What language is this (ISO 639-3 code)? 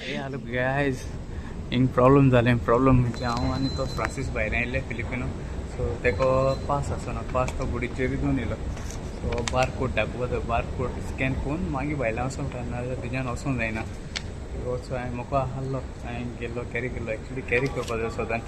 kok